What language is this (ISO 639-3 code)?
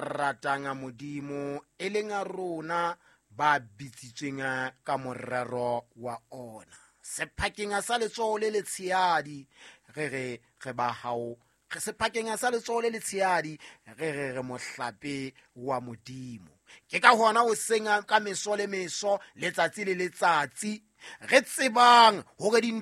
sot